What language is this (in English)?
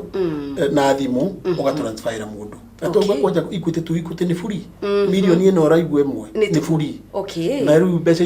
Kikuyu